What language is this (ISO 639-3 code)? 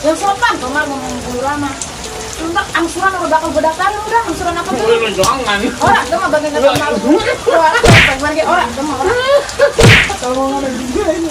bew